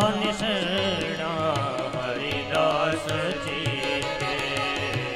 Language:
Gujarati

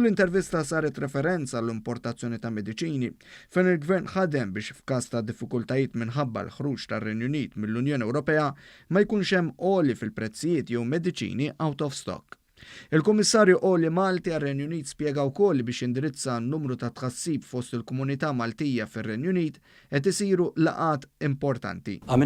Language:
Maltese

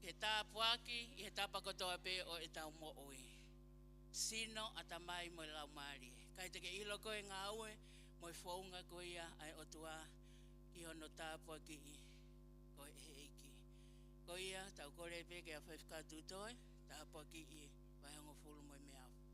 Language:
Tongan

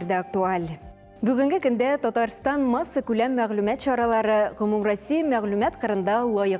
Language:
Tatar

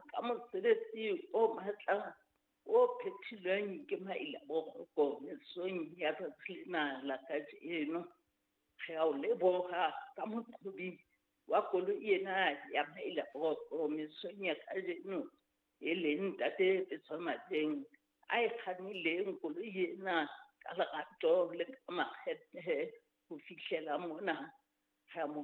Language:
Southern Sotho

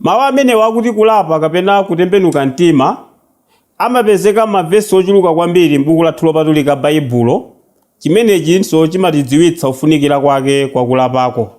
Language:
Nyanja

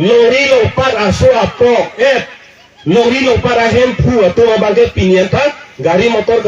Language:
Karbi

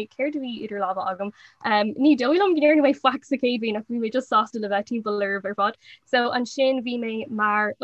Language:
Irish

